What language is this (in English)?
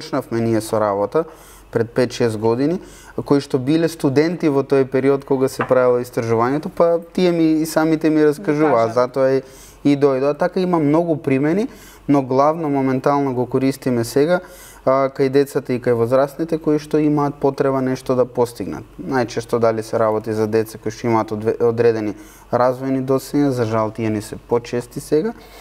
Macedonian